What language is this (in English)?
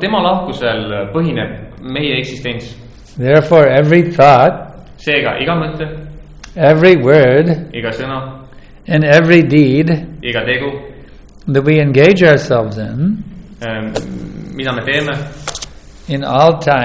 Estonian